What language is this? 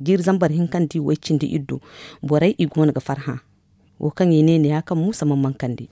Zarma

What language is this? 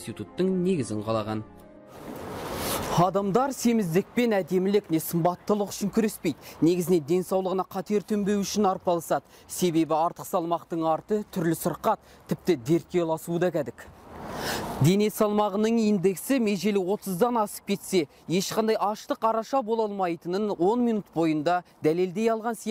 Kazakh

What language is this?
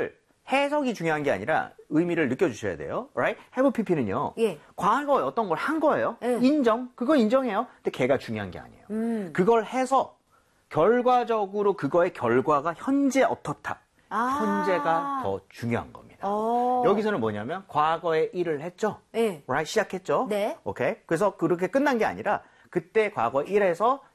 Korean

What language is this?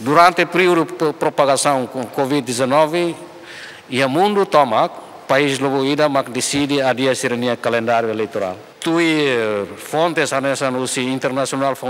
Tetum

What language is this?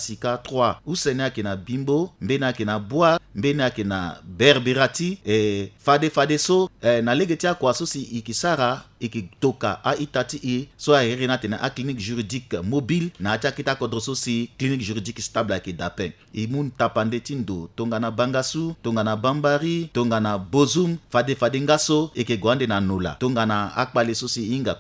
Sango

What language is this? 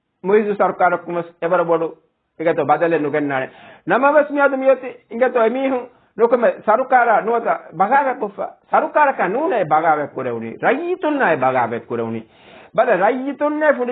Divehi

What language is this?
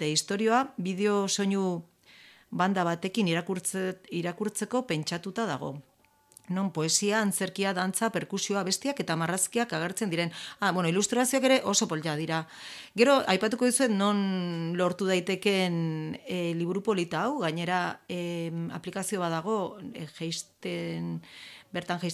Basque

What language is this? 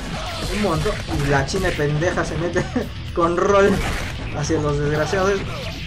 Spanish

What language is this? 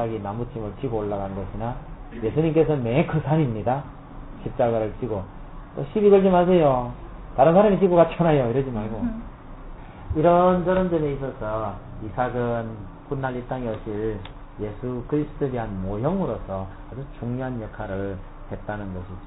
Korean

